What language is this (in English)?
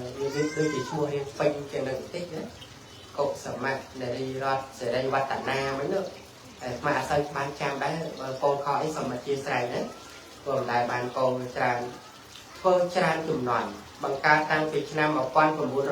Khmer